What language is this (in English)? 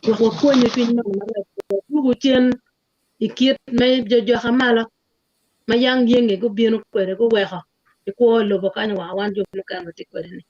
Acoli